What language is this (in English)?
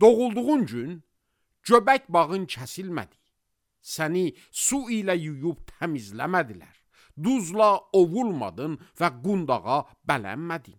Azerbaijani